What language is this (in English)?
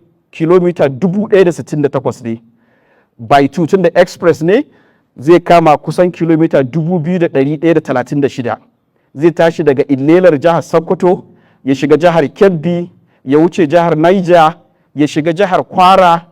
Hausa